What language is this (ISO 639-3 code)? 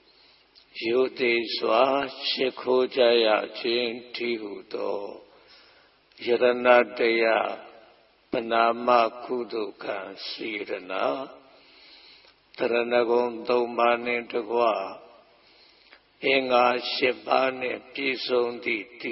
mya